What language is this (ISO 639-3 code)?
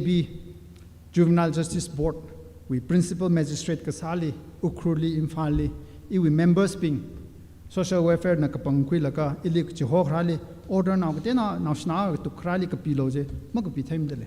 nmf